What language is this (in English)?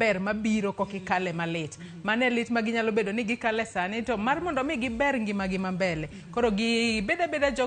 Luo (Kenya and Tanzania)